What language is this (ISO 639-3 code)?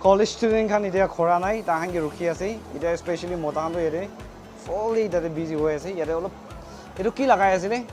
nag